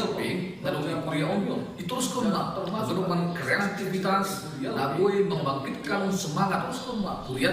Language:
Batak Simalungun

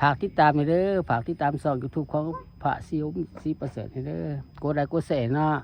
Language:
Lao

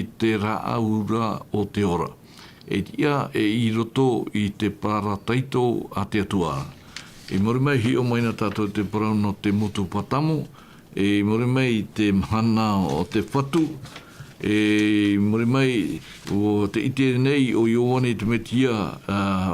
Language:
Tahitian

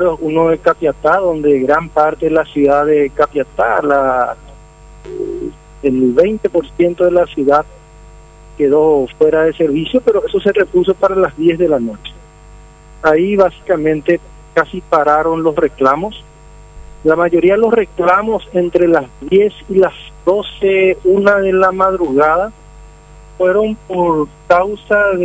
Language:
Spanish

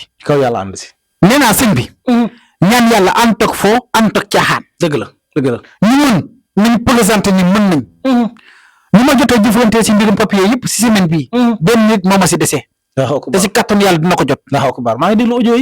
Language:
Wolof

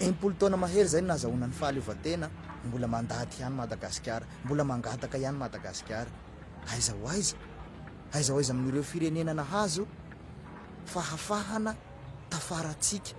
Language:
Malagasy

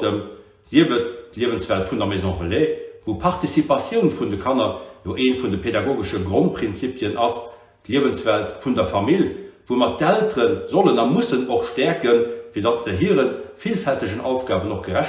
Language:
Luxembourgish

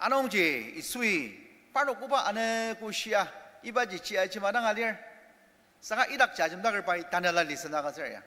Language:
Ao Naga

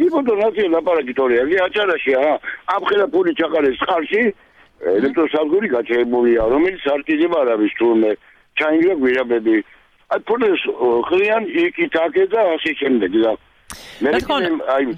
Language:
Georgian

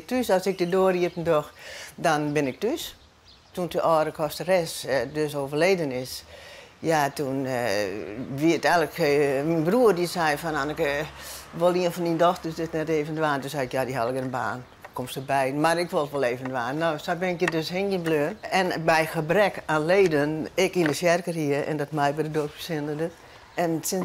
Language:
Western Frisian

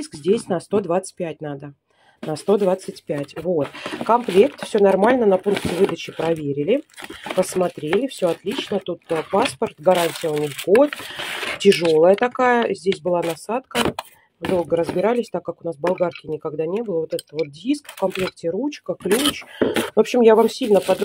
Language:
Russian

